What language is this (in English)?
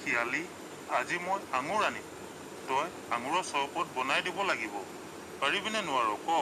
Assamese